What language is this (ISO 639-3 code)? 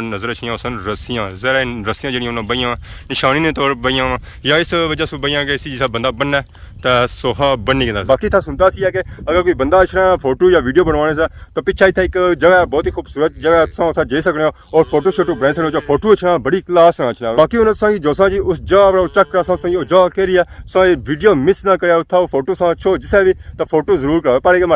phr